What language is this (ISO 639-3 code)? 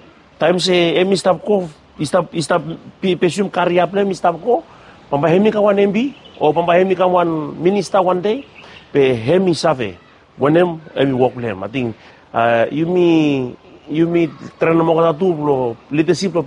bis